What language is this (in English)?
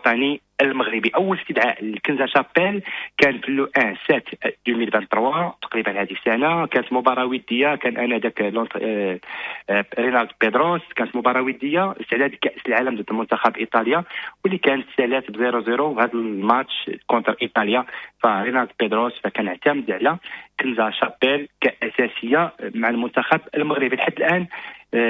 Moroccan Arabic